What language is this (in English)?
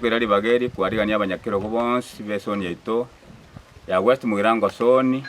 Gusii